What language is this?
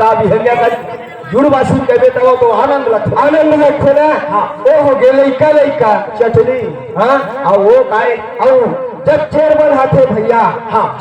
Chhattisgarhi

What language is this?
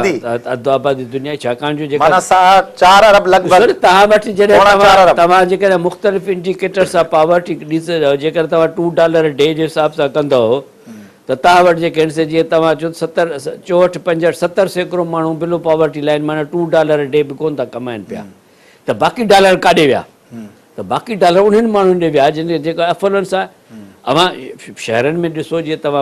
Sindhi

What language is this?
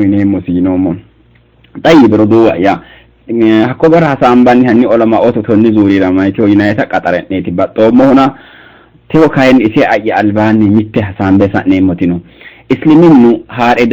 Sidamo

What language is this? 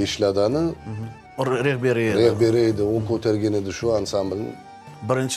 Crimean Tatar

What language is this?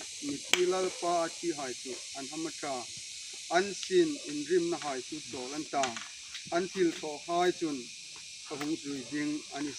Hmar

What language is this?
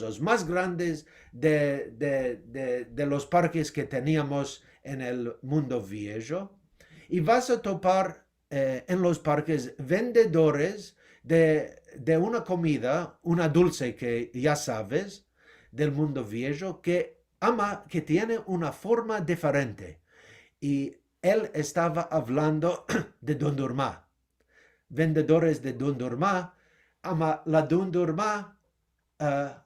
Ladino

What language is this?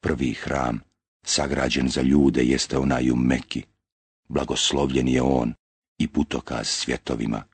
Bosnian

